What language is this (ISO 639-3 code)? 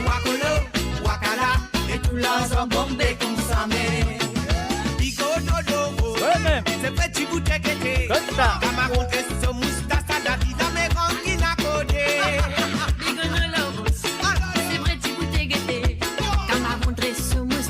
mfe